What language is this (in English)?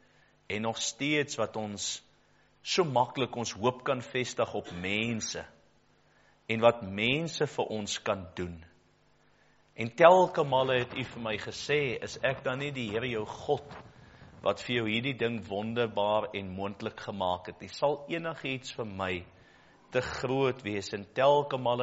Afrikaans